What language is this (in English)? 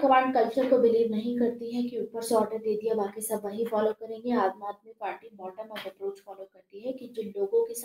Hindi